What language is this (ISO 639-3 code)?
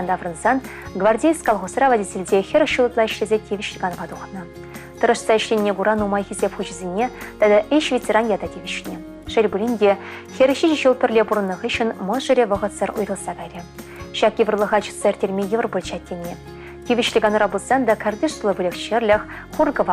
chv